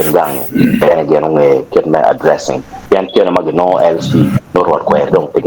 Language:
Acoli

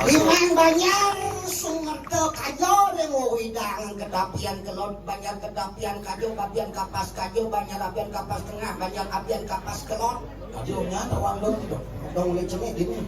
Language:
Balinese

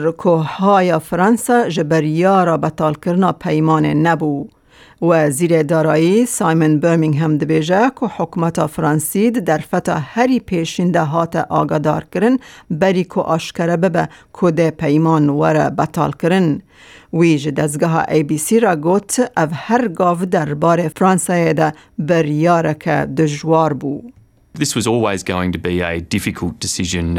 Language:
Kurdish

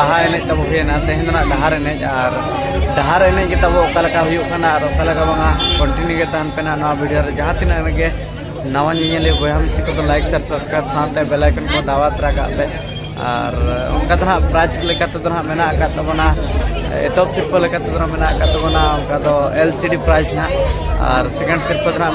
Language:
Santali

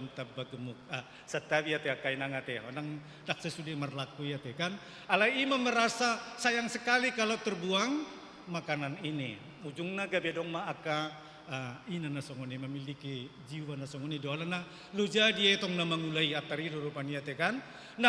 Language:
Batak Toba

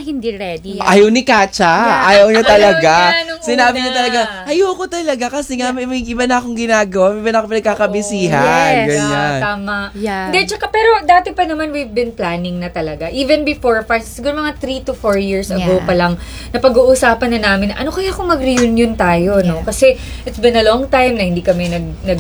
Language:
Filipino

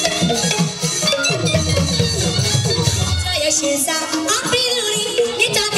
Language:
Burmese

